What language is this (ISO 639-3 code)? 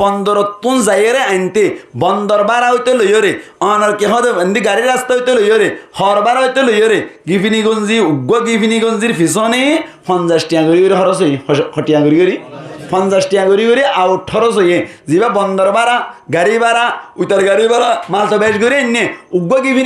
rhg